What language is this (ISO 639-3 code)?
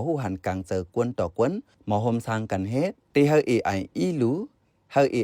shn